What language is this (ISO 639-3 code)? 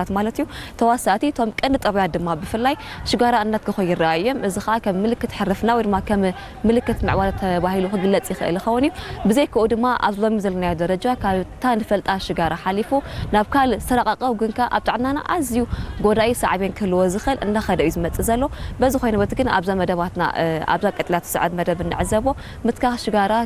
tir